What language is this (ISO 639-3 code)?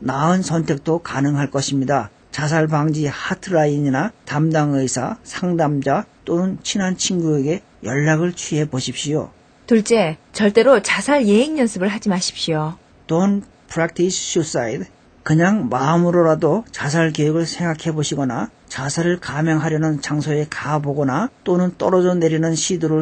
kor